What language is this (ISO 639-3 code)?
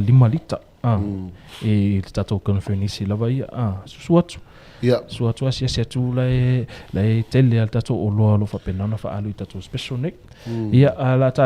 smo